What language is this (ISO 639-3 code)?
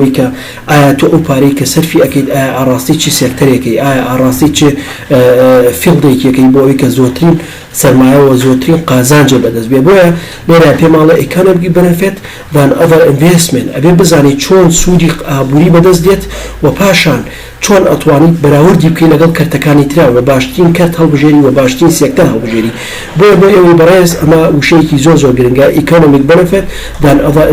ckb